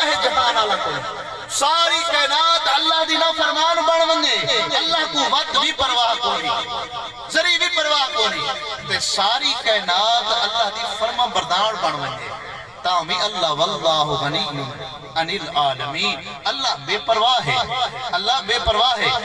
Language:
Saraiki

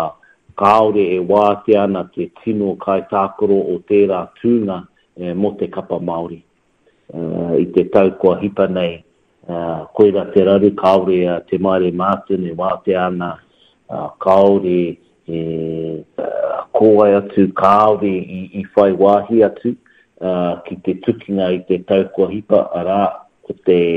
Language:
Māori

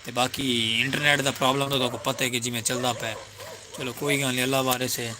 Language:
Saraiki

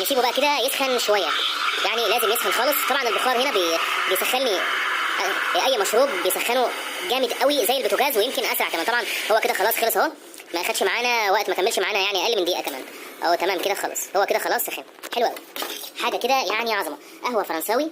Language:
Egyptian Arabic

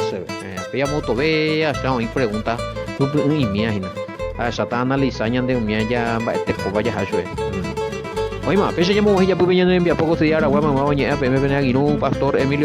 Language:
Guarani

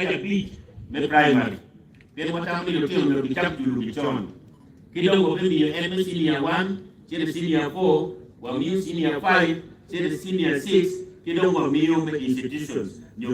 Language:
Acoli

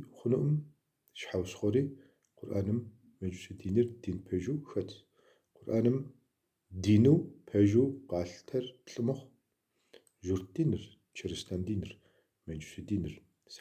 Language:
Kabardian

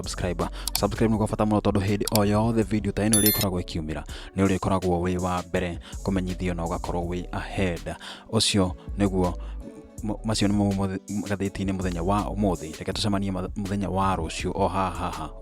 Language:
Kikuyu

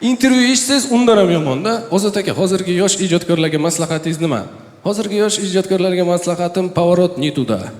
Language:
Uzbek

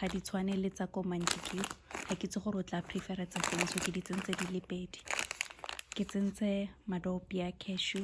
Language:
Tswana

